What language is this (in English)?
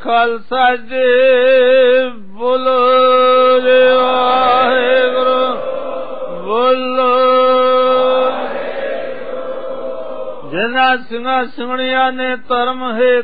Punjabi